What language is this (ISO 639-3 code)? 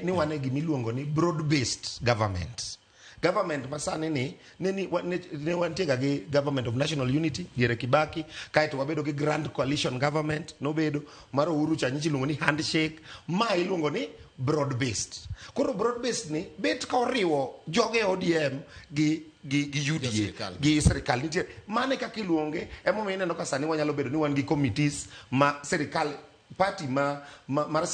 luo